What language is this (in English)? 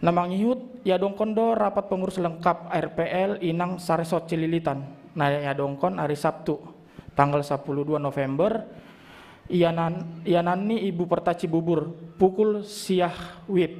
Batak Simalungun